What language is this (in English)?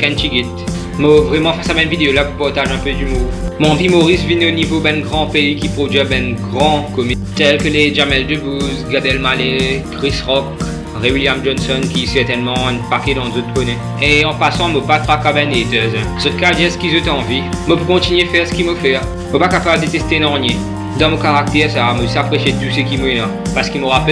Morisyen